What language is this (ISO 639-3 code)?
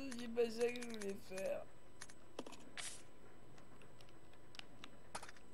fra